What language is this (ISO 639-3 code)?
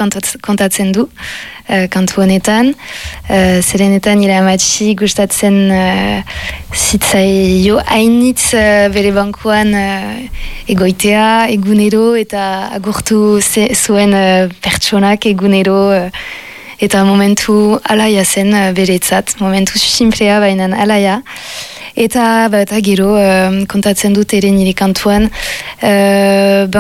eus